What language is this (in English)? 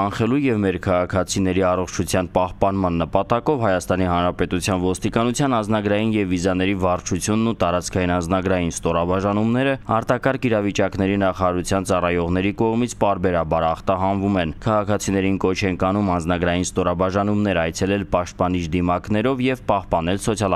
Armenian